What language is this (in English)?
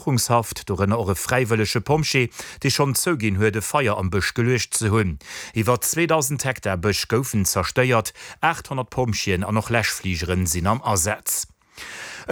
Luxembourgish